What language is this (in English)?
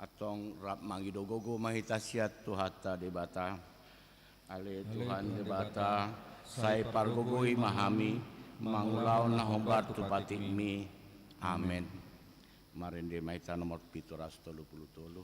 Batak Toba